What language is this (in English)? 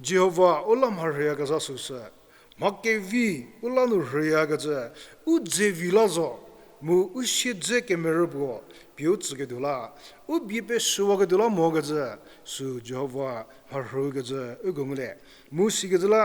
Angami Naga